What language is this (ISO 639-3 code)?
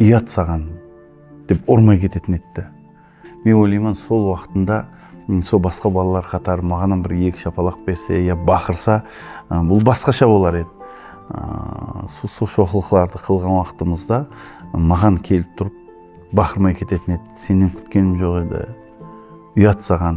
kaa